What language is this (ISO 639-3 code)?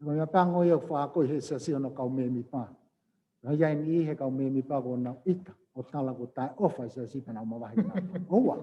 ton